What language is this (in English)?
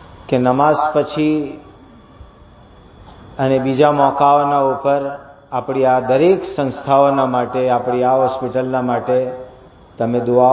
Gujarati